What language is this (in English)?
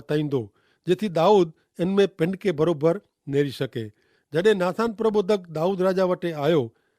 Kachhi